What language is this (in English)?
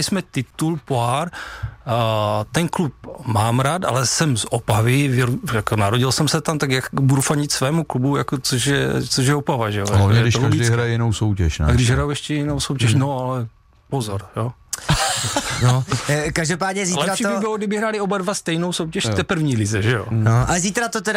Czech